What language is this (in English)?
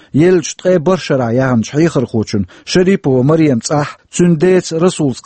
Chechen